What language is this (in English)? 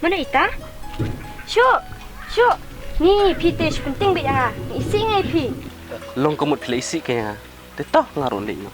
Khasi